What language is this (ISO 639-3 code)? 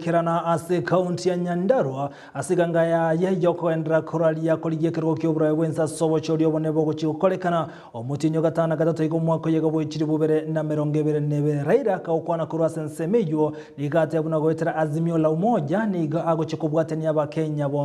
guz